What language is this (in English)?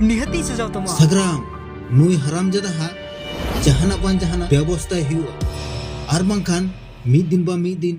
Santali